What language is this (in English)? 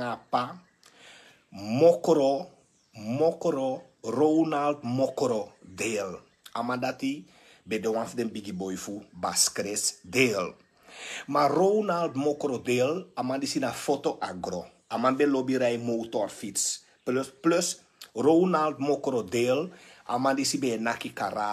Sranan Tongo